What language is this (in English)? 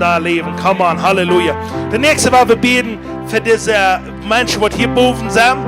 Plautdietsch